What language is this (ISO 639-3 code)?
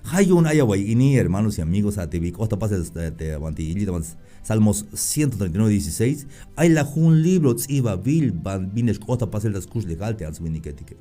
tzh